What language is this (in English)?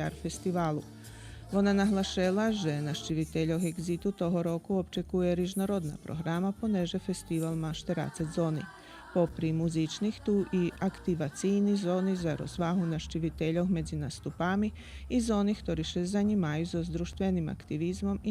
Rusyn